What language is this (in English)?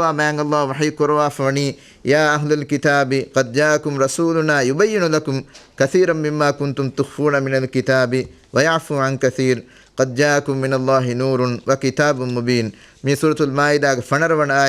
Divehi